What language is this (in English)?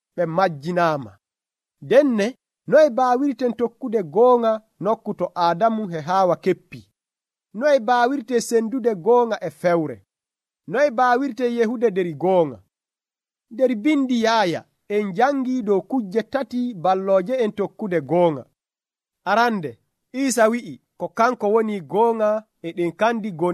Nigerian Fulfulde